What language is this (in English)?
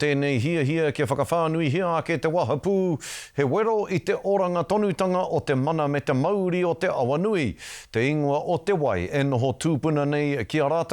Māori